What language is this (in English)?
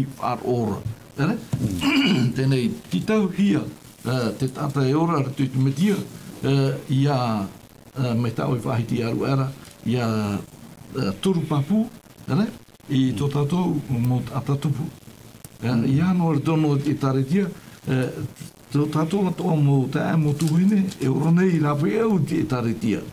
Tahitian